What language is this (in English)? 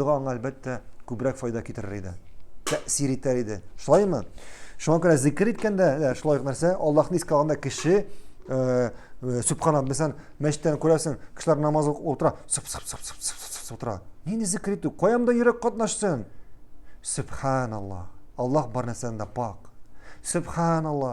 Tatar